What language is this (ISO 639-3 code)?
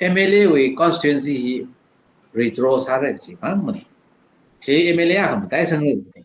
nmf